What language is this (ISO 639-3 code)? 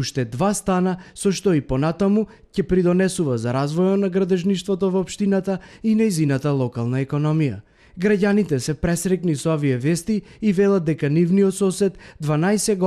mkd